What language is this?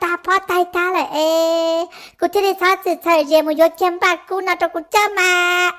Hmong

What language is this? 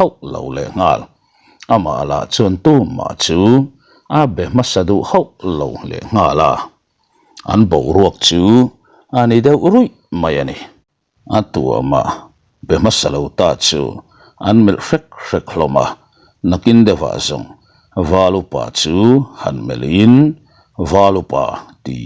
Mizo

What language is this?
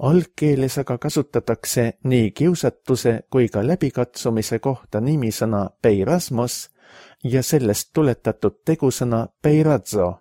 Estonian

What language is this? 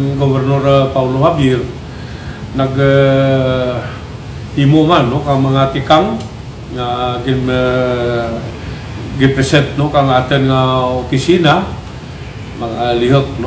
Kinaray-a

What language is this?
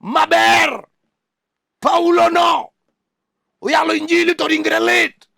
Luo (Kenya and Tanzania)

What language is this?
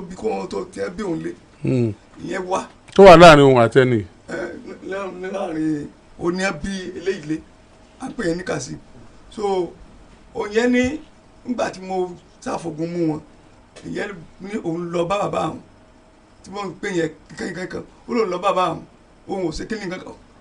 Yoruba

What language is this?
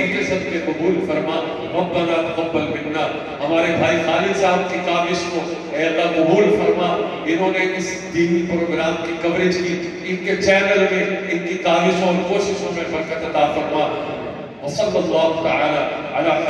Urdu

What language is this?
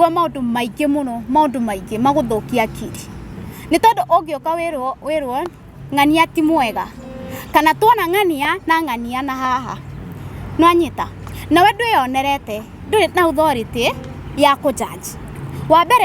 Kikuyu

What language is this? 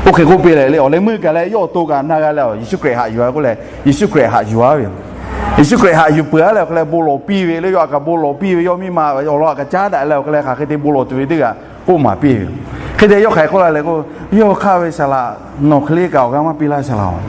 Lahu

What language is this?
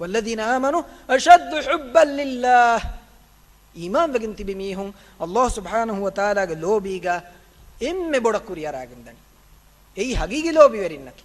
Divehi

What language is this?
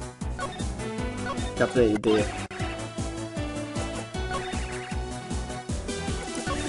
German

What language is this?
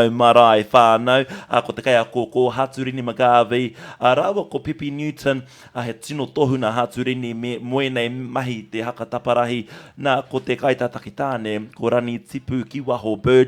Māori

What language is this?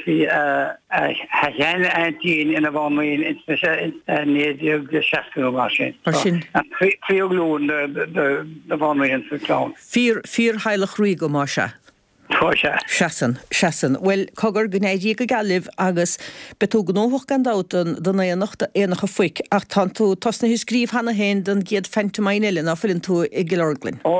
Irish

